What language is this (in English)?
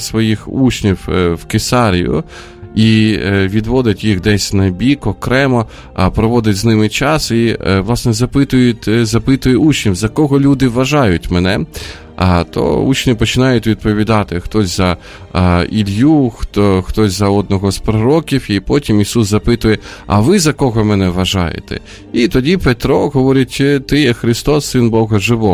Ukrainian